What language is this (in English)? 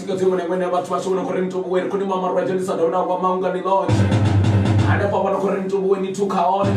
Venda